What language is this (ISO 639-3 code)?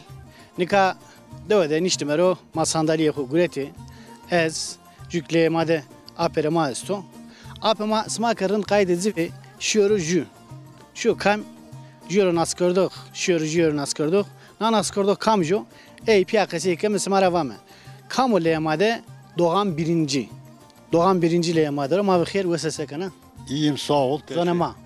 zza